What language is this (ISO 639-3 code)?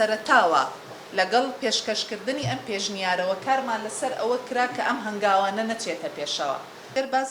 ckb